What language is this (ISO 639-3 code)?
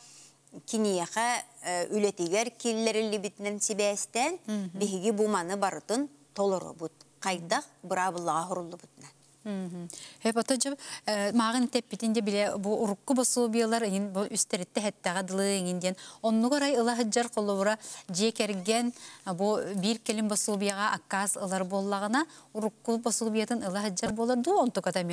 sah